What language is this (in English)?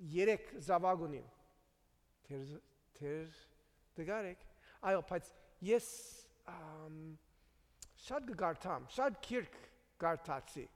Armenian